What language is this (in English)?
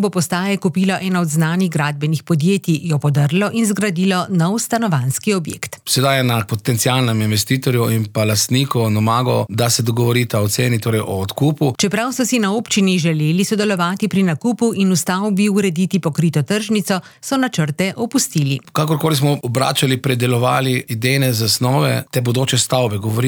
Slovenian